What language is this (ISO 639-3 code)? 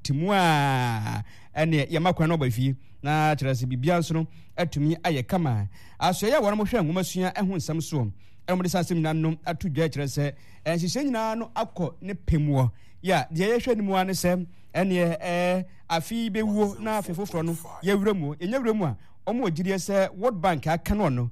aka